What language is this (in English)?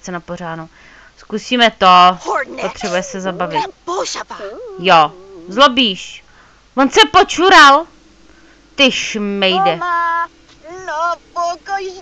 Czech